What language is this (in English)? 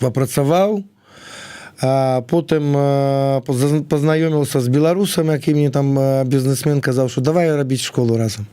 Belarusian